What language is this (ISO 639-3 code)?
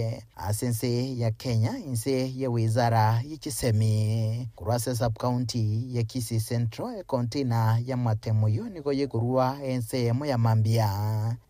guz